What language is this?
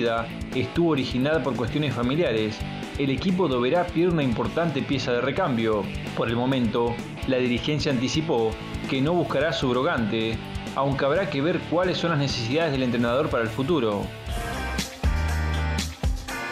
Spanish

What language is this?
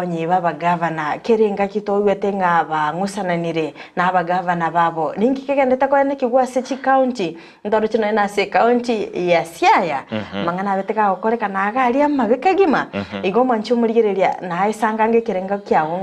Gusii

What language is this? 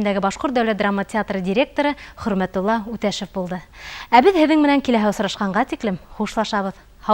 Bashkir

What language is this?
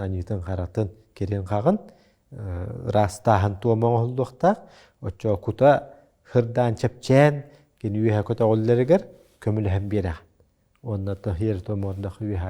Yakut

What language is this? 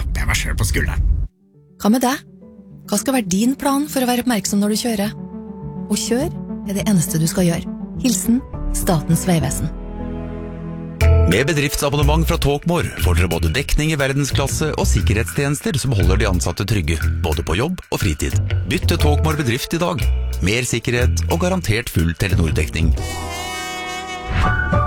Norwegian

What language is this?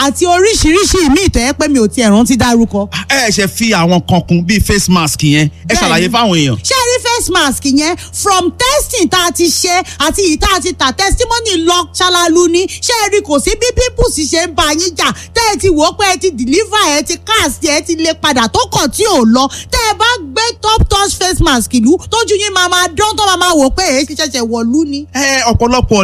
Yoruba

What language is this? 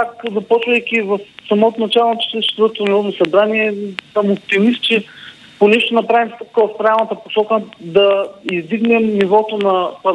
Bulgarian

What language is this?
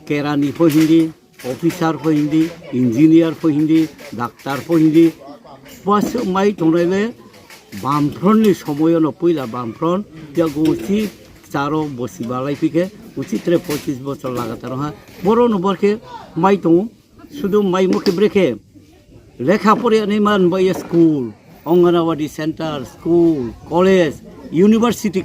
Riang (India)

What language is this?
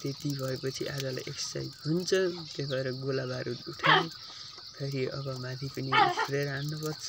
Nepali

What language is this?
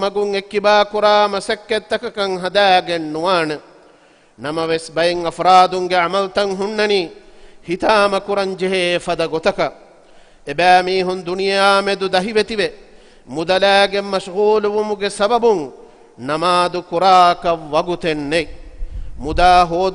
Divehi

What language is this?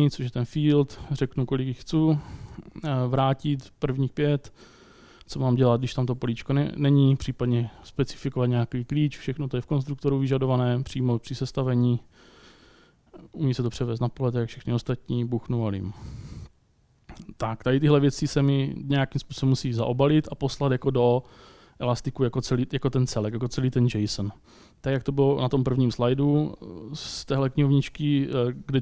Czech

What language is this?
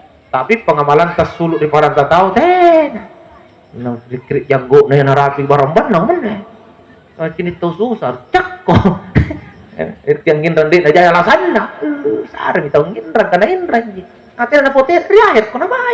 Makasar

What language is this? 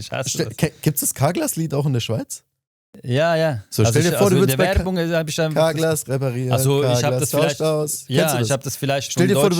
Swiss German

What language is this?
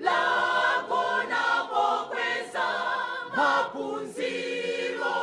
Nyanja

